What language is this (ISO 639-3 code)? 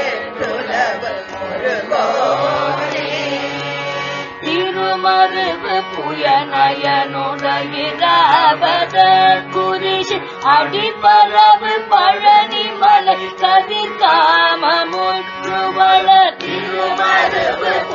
tam